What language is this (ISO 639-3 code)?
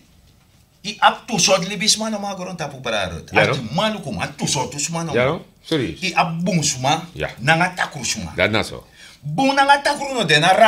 srn